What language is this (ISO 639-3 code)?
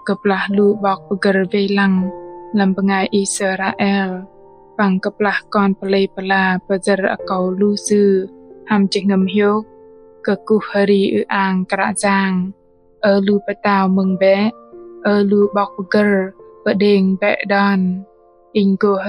bdq